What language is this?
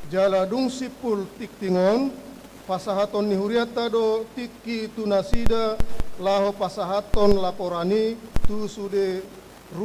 Batak Toba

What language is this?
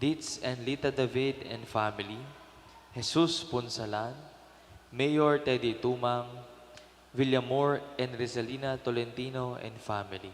Pampanga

